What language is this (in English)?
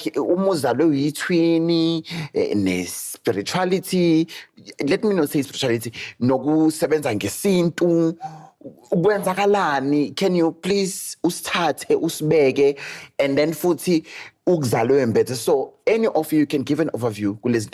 Zulu